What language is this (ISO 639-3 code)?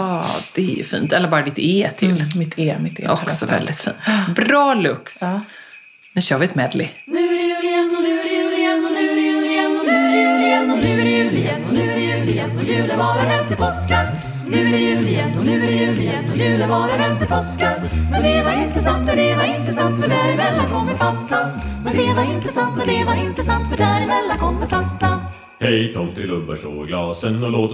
swe